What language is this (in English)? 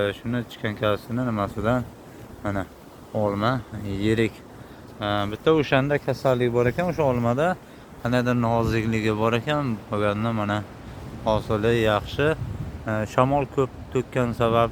Uzbek